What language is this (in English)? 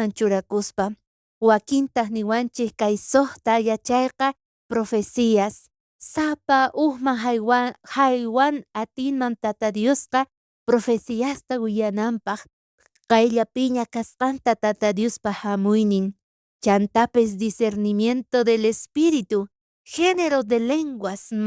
South Bolivian Quechua